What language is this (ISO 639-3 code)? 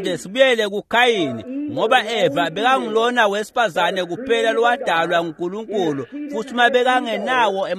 ssw